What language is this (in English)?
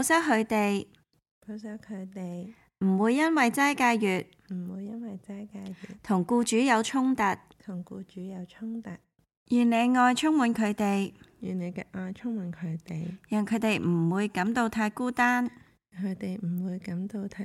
Cantonese